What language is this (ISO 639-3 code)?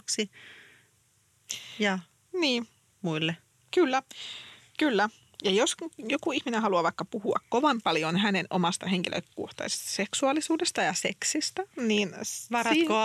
fin